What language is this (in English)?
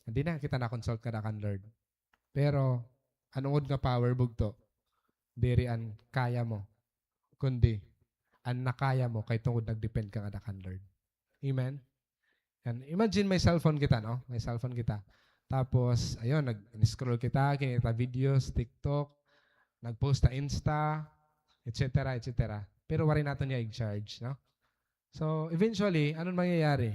Waray